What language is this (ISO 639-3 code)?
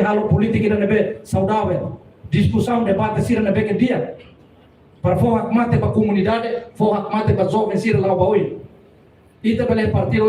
tet